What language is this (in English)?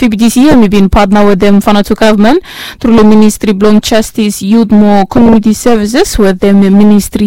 Bislama